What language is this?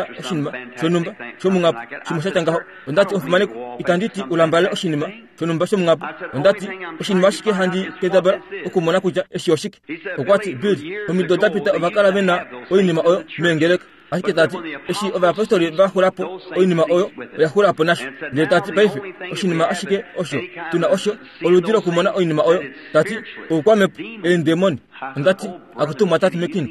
Kuanyama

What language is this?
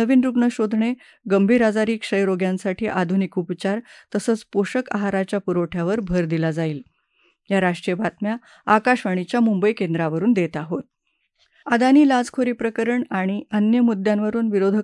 Marathi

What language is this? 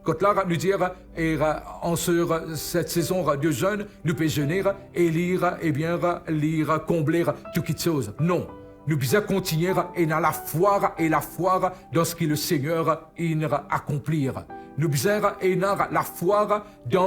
Morisyen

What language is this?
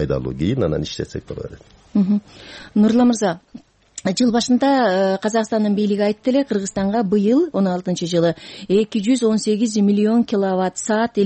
Kyrgyz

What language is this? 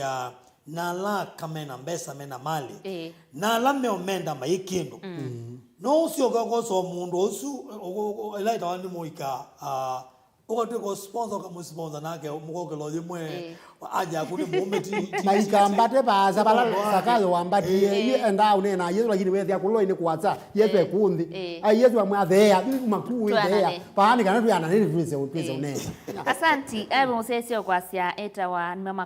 Kamba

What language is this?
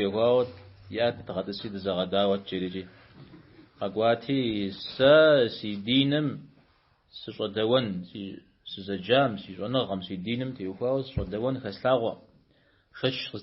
Kabardian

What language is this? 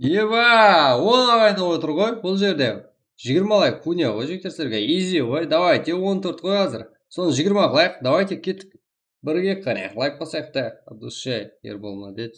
Kara-Kalpak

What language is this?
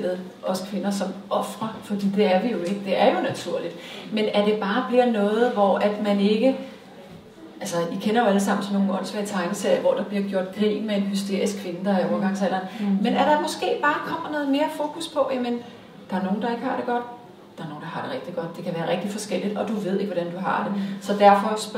Danish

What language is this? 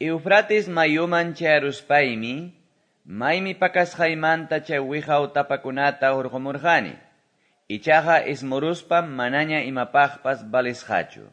Quechua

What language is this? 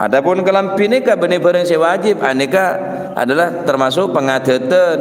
Madurese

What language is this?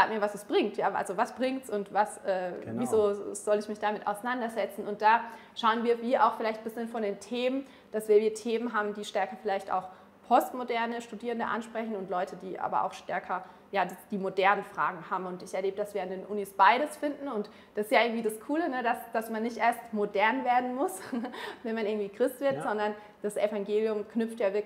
Swiss German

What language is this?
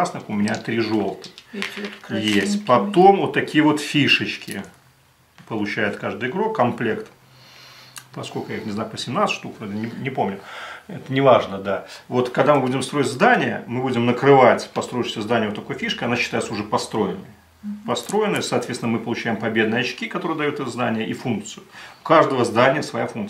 Russian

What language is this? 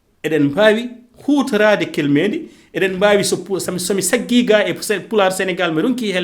Fula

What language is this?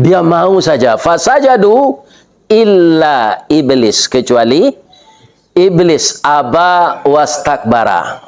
Minangkabau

